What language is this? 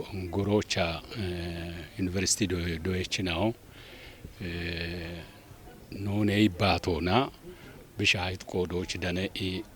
Kafa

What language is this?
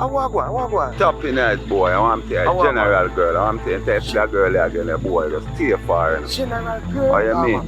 Jamaican Creole English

